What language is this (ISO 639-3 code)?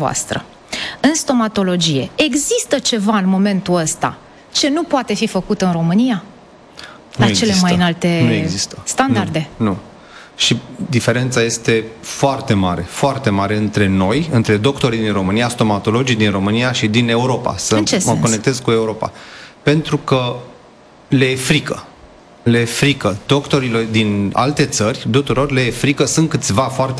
ron